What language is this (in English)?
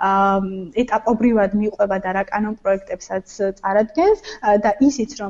Georgian